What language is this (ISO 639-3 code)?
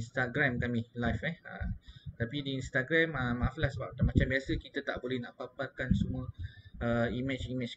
msa